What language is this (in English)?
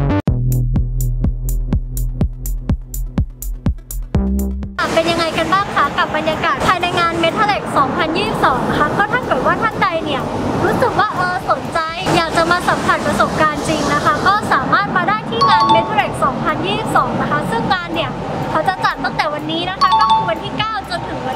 Thai